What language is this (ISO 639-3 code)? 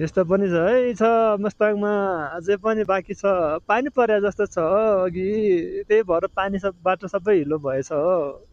nep